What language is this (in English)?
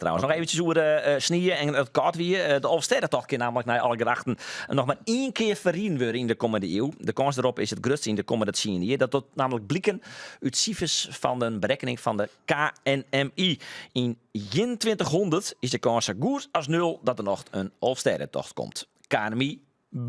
Western Frisian